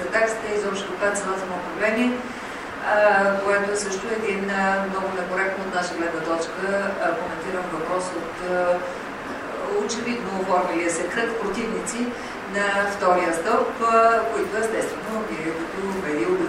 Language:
Bulgarian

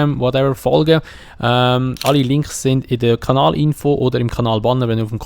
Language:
Swiss German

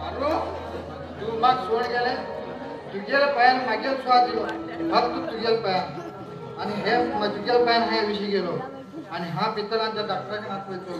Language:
Konkani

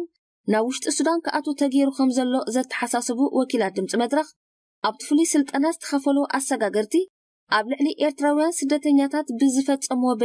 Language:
Tigrinya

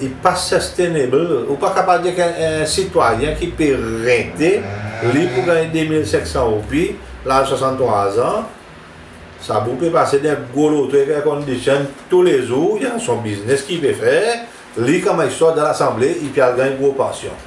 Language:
Seselwa Creole French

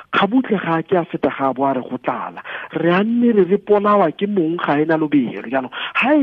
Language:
Tswana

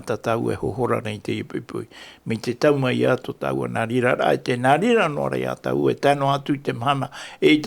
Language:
Tahitian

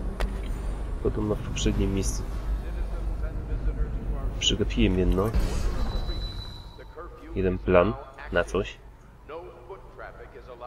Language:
Polish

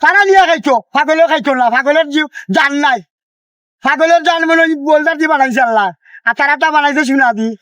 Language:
Sylheti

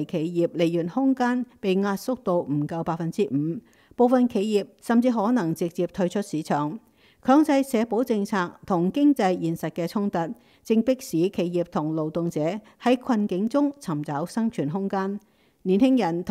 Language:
Cantonese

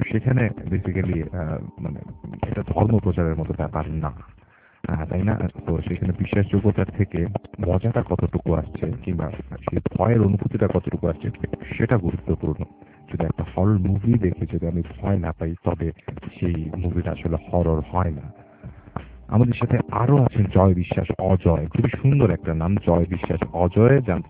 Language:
Bangla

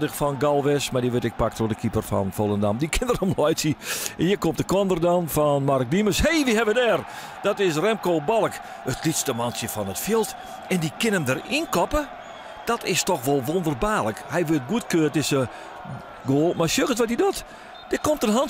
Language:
Western Frisian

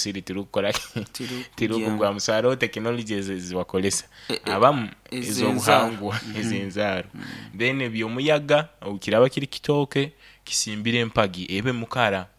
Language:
Nyoro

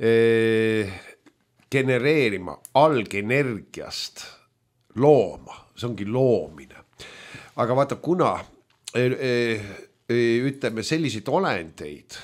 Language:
Estonian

